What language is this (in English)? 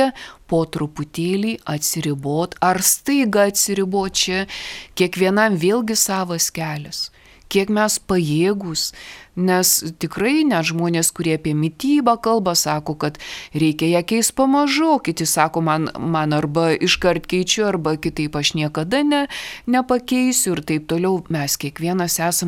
Lithuanian